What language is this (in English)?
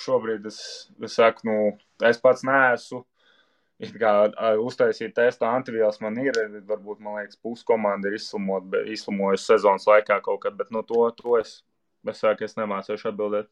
Latvian